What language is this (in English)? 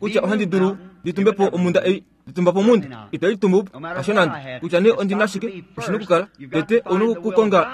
Kuanyama